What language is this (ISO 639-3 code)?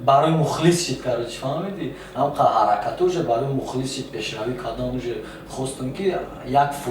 tgk